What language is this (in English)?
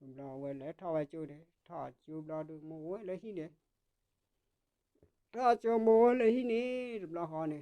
S'gaw Karen